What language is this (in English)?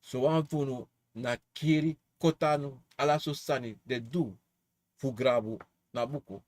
Sranan Tongo